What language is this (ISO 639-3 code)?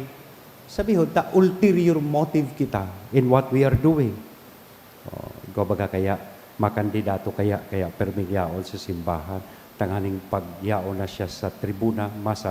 bik